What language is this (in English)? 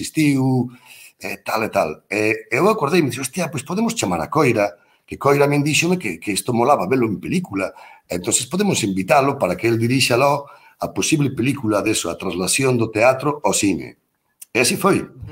Galician